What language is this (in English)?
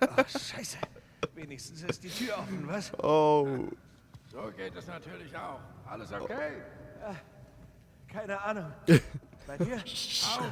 Swiss German